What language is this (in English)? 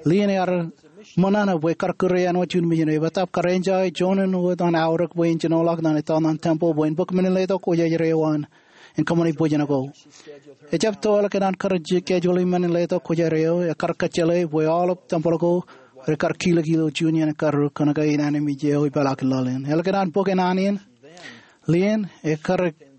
Marshallese